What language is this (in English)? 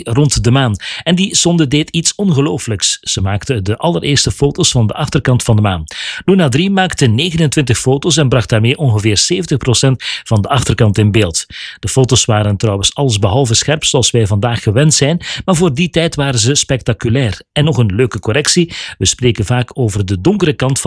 Dutch